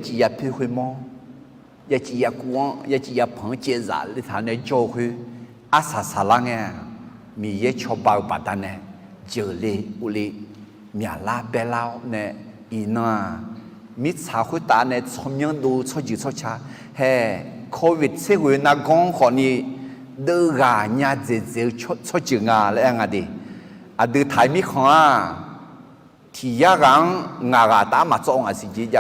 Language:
Akha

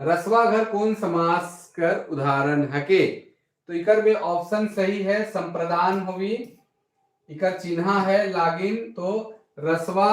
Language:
Sadri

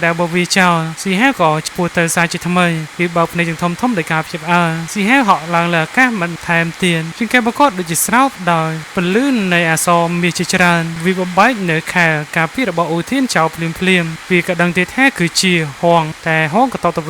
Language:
Khmer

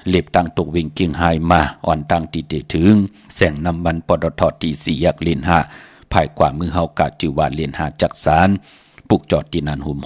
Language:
Shan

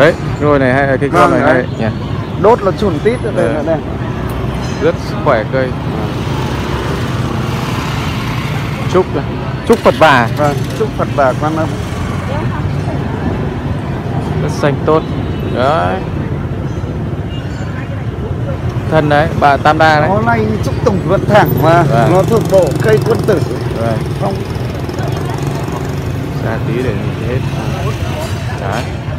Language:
Vietnamese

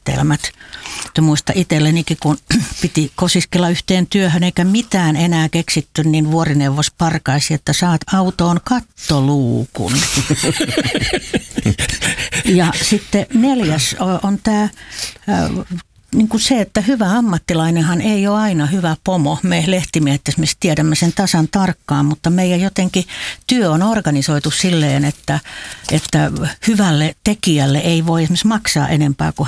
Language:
Finnish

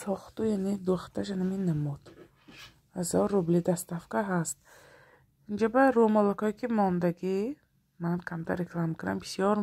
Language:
Tajik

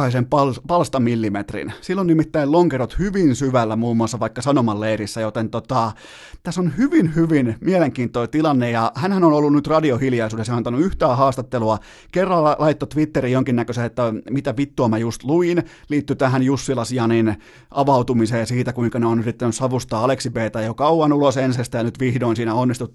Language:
Finnish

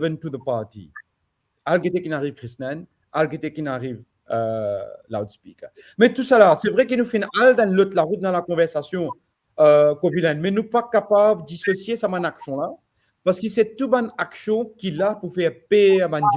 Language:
Morisyen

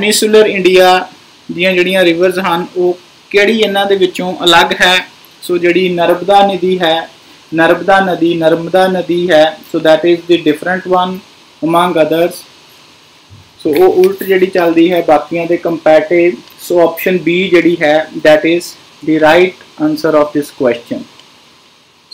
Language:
Punjabi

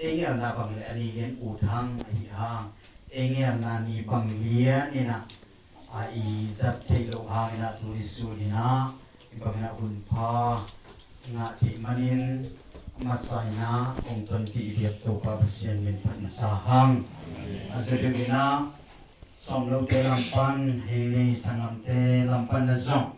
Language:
Tedim Chin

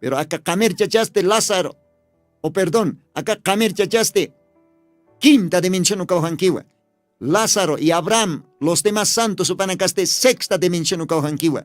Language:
Aymara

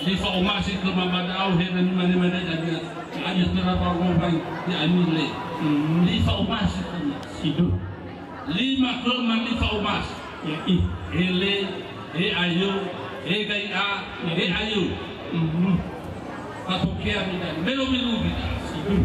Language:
Nias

